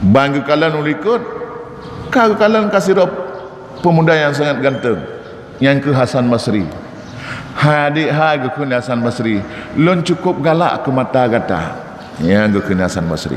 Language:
Achinese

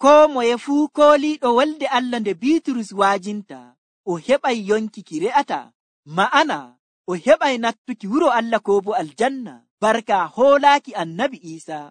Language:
Nigerian Fulfulde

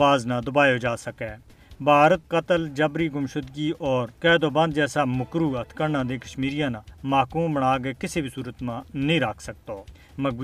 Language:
Gujari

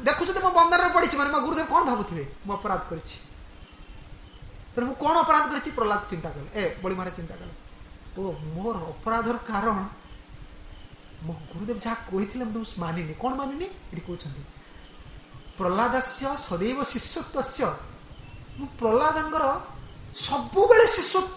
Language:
Odia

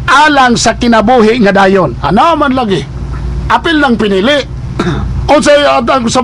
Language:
Cebuano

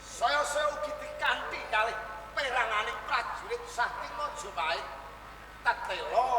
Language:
Javanese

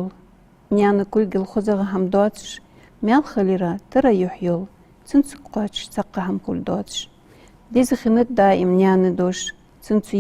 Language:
Ingush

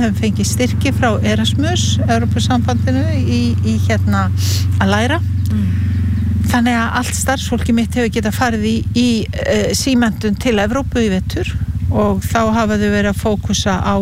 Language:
Icelandic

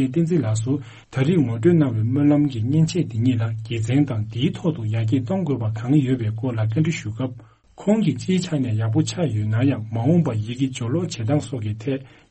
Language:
Tibetan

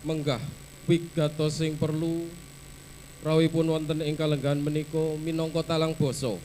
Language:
Javanese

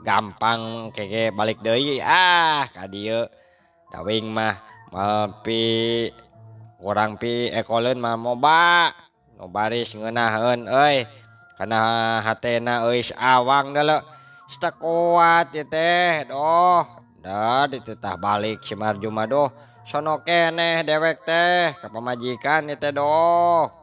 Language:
Sundanese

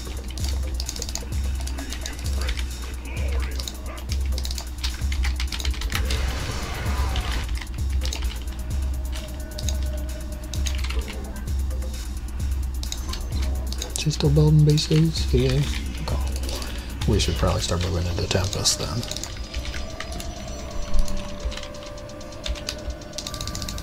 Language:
English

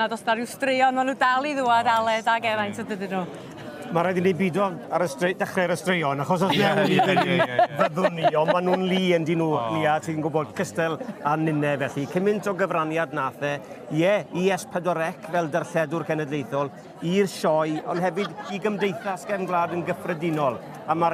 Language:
Welsh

